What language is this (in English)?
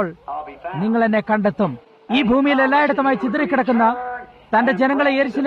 Malayalam